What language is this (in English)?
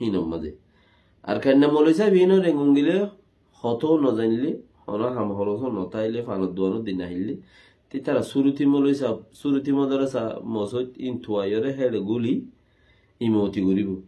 Rohingya